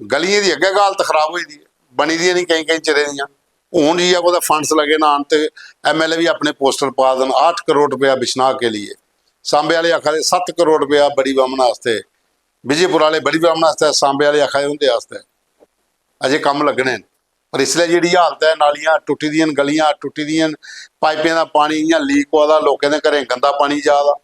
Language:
Dogri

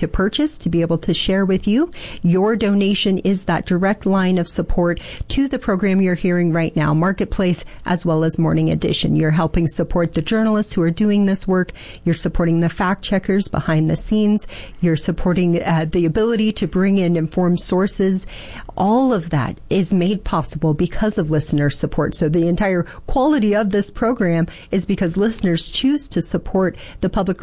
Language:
English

